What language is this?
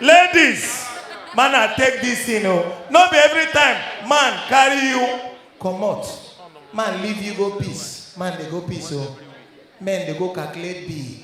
Nigerian Pidgin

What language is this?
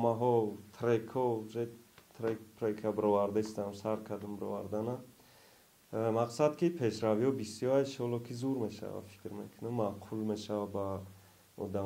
Tajik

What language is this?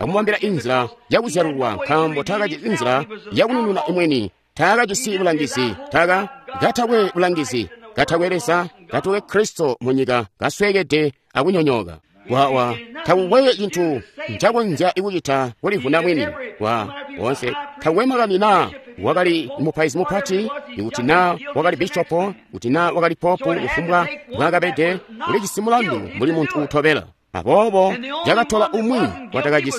Tonga (Zambia)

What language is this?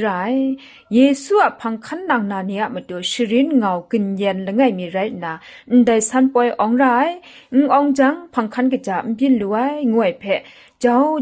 Kachin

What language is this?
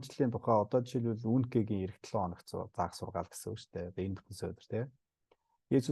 Mongolian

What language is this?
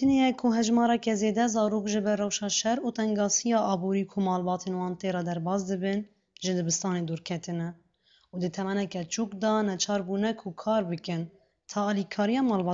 Kurdish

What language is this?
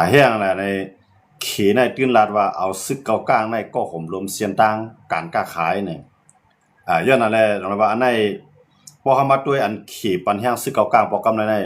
Shan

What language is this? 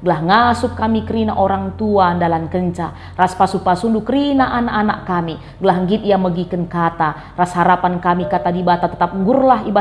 Batak Karo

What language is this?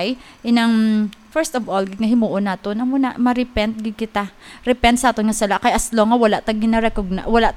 Hiligaynon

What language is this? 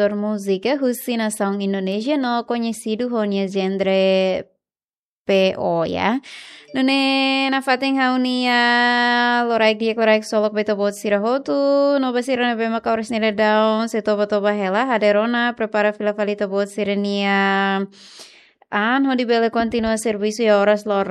Tetum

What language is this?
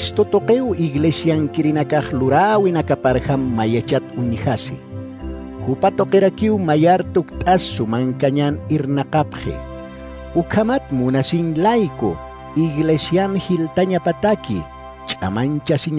Aymara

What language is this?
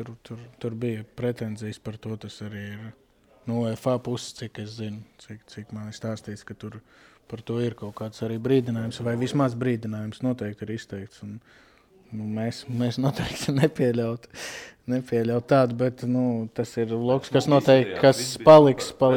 Latvian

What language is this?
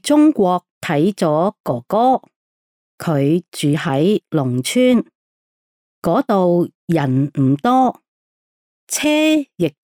Cantonese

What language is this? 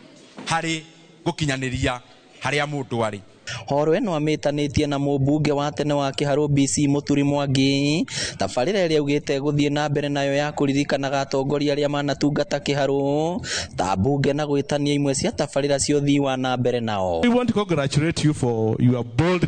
Kikuyu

